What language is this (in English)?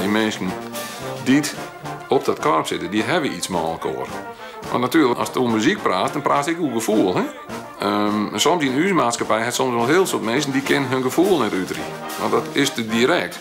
Western Frisian